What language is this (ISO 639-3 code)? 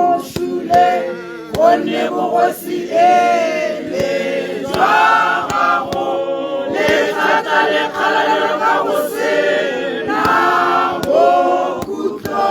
tsn